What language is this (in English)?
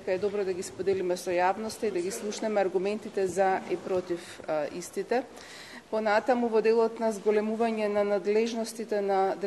Macedonian